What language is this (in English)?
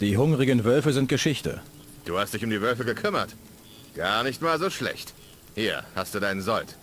Bavarian